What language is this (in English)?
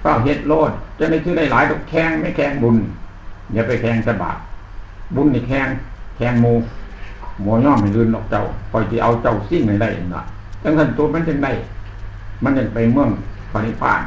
Northeastern Thai